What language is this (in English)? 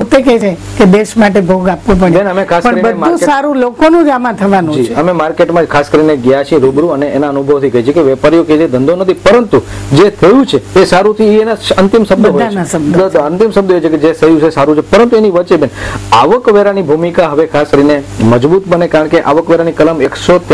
Gujarati